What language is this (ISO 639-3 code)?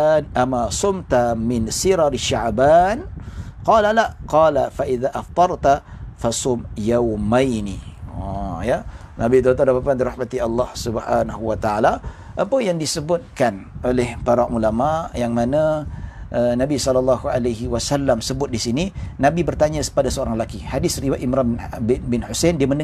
msa